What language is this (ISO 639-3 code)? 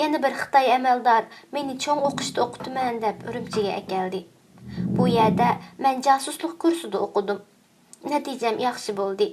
uig